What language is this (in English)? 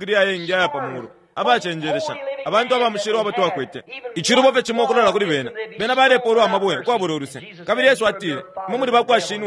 Bemba